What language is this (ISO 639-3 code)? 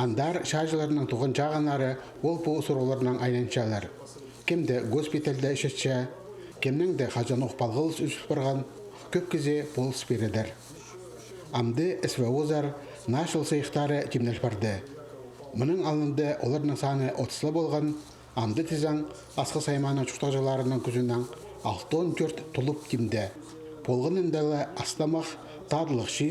kjh